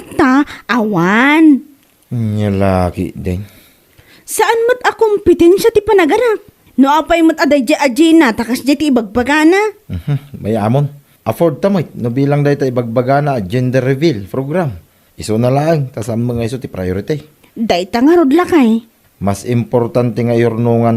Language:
Iloko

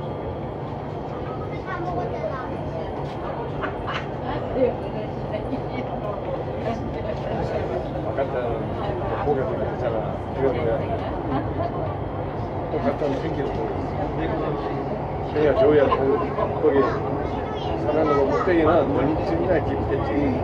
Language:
Korean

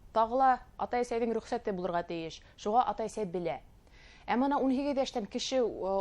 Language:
Bashkir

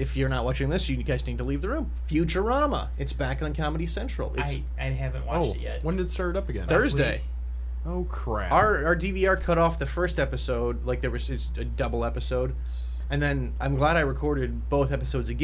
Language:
English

